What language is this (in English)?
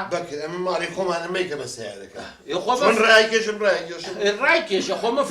Central Kurdish